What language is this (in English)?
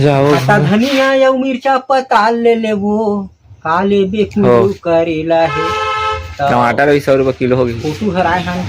Chhattisgarhi